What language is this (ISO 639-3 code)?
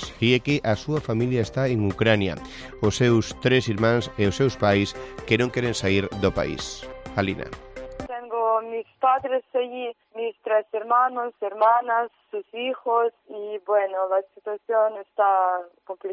glg